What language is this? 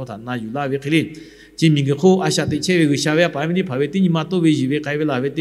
Lahu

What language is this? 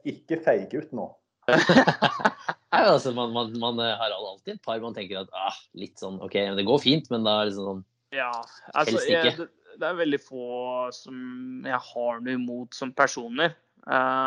Norwegian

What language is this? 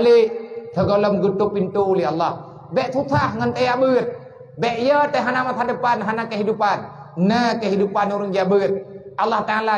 Achinese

